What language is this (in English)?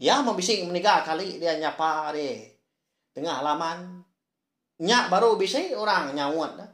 Iban